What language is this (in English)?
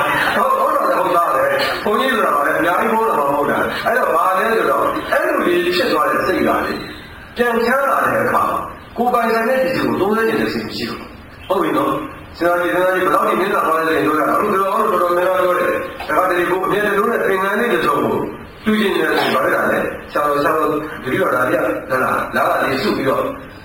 Burmese